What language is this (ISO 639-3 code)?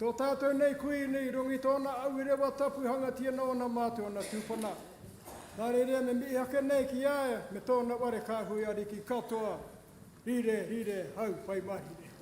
mri